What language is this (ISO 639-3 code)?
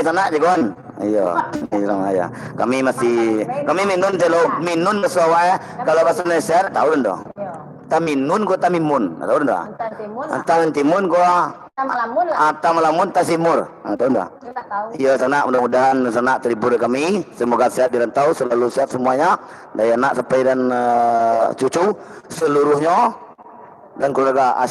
min